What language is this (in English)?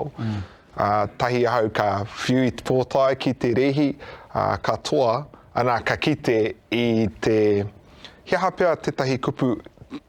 Māori